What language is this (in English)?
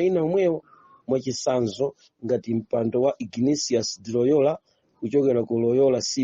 Nyanja